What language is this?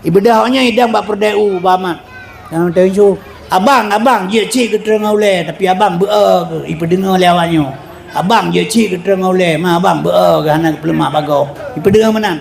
Achinese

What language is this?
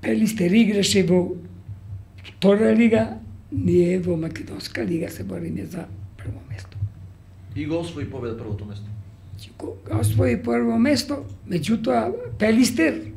Macedonian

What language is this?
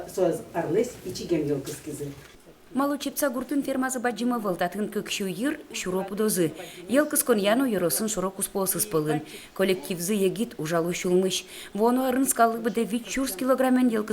Udmurt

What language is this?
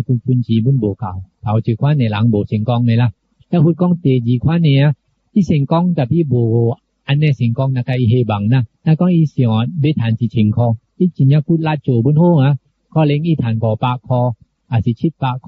Min Nan Chinese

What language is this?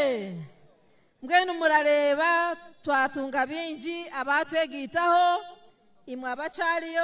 Nyankole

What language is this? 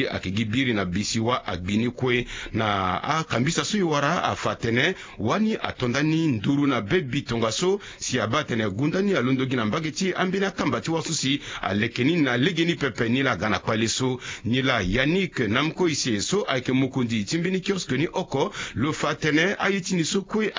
Sango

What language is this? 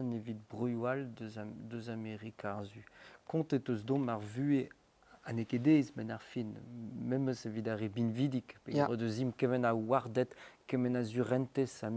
Breton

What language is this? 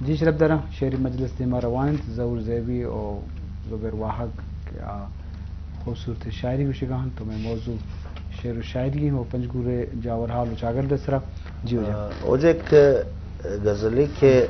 Eastern Balochi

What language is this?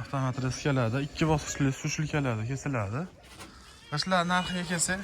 Uzbek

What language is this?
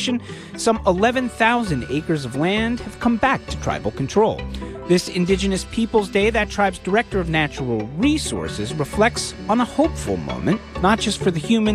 English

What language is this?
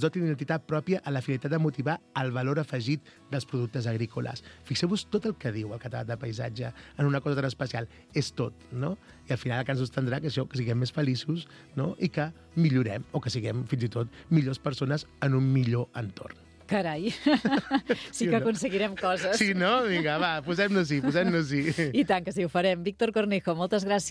Catalan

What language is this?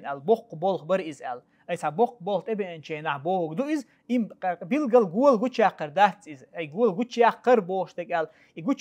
Chechen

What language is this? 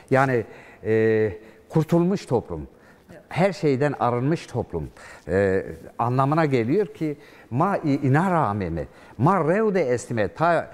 Zaza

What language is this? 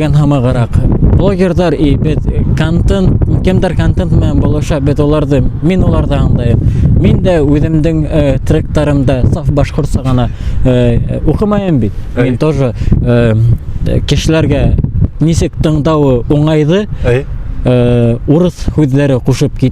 Bashkir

